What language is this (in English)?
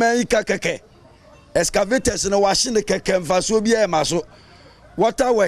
Akan